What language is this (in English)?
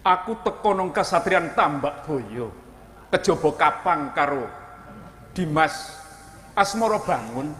Javanese